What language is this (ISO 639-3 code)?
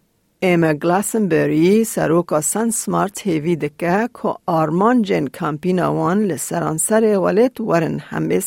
kur